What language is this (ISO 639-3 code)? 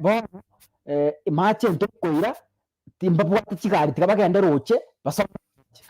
guz